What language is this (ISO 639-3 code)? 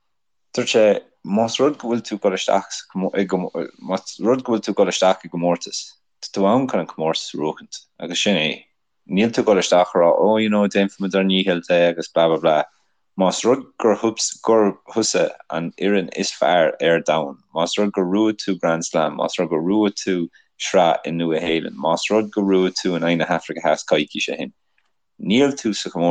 gle